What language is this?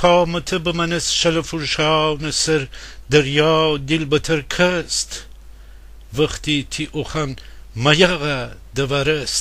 Gilaki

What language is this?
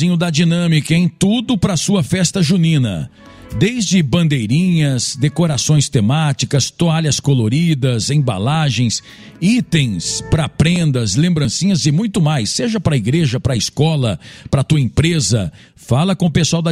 Portuguese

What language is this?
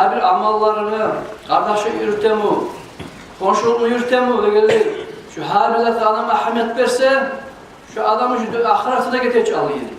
Kumyk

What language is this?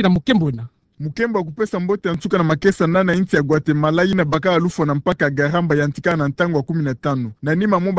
Kituba (Democratic Republic of Congo)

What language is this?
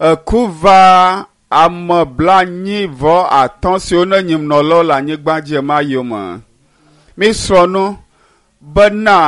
Ewe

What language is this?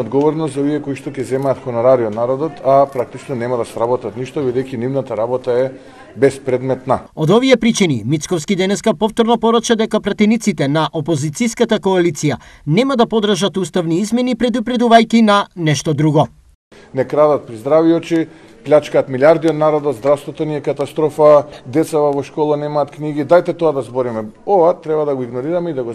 Macedonian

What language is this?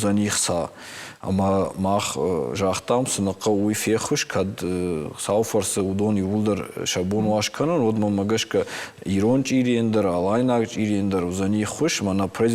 Ossetic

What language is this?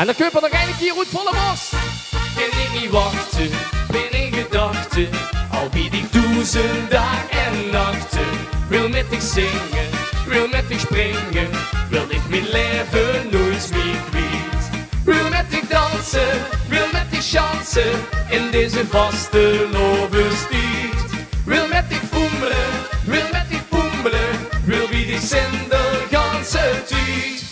Limburgish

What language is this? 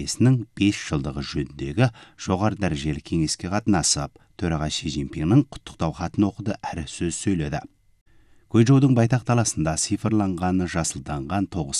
Kazakh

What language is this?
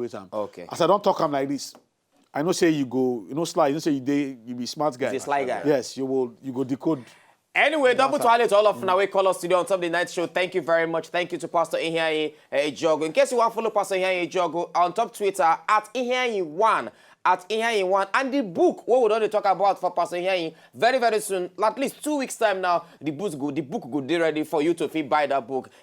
Nigerian Pidgin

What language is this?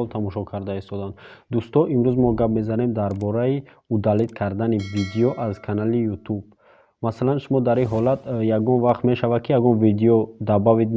Tajik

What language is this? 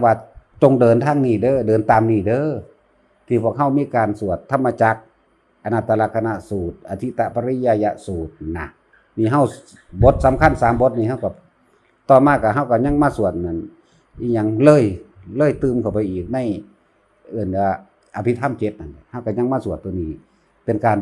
Northeastern Thai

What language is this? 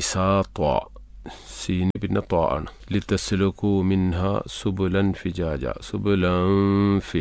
Malayalam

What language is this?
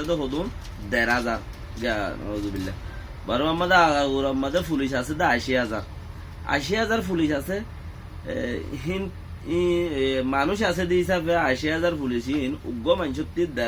Rohingya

